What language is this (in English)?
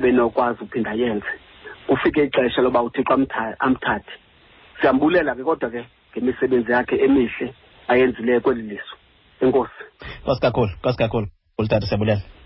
Xhosa